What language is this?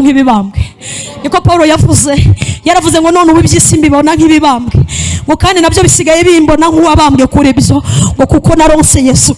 Kinyarwanda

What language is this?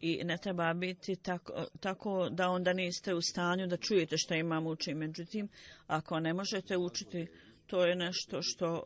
Bosnian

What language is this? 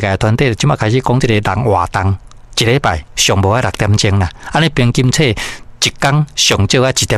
Min Nan Chinese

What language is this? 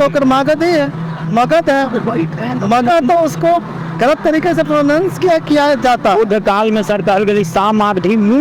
Magahi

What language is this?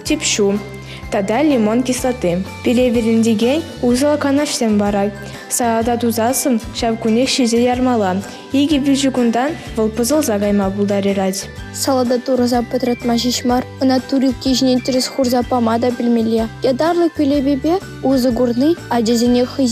Chuvash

